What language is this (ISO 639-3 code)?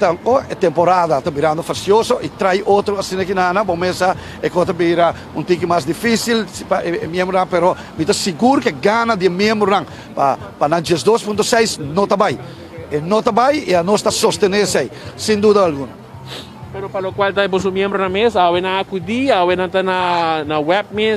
pap